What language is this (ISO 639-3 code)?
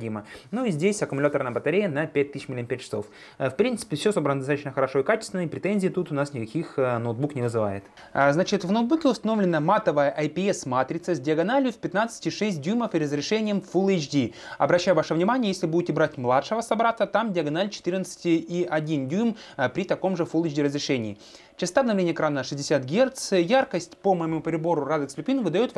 rus